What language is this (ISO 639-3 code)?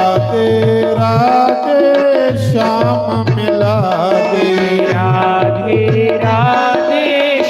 doi